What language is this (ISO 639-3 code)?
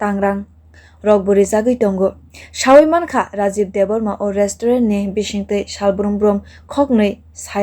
trp